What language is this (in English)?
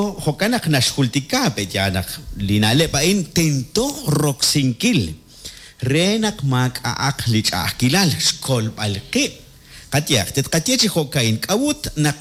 Kekchí